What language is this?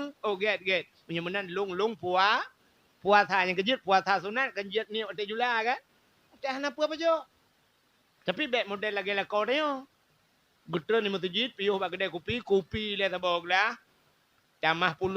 Achinese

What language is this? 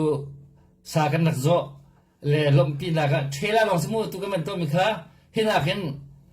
Hakha Chin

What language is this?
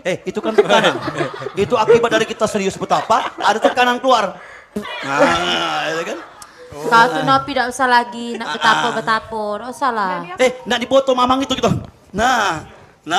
Musi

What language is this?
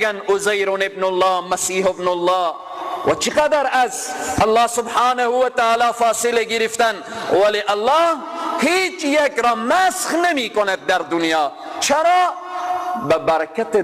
Persian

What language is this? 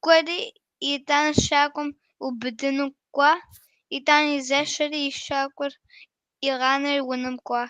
Kabardian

